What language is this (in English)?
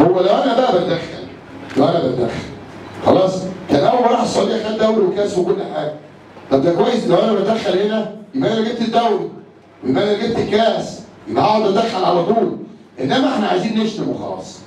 Egyptian Arabic